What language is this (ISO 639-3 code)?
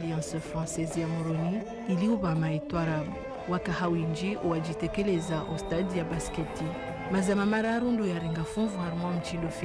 zdj